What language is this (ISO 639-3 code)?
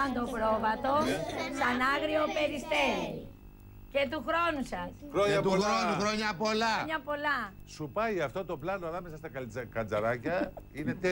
ell